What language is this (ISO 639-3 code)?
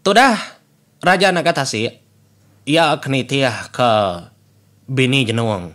iba